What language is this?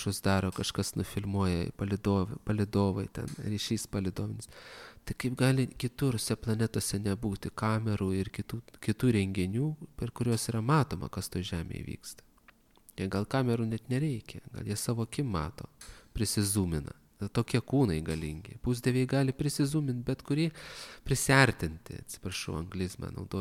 Lithuanian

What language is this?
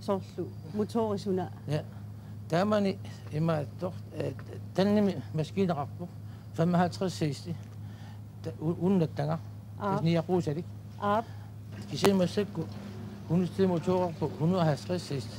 Kalaallisut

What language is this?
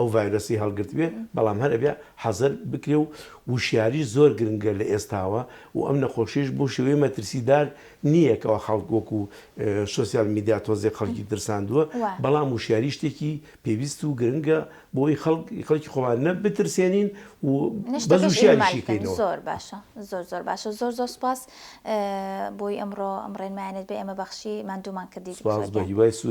Central Kurdish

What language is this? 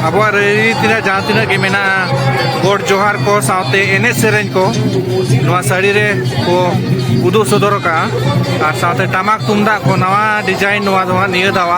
Santali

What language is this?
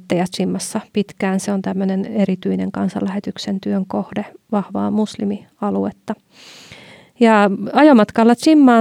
Finnish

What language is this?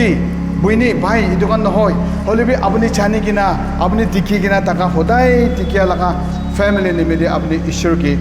Naga Pidgin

